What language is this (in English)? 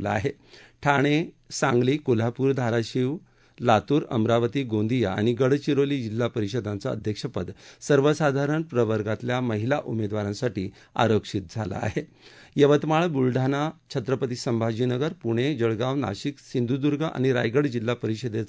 Marathi